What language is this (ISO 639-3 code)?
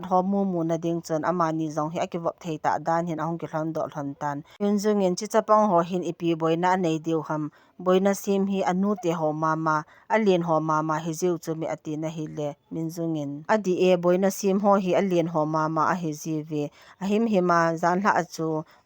tcz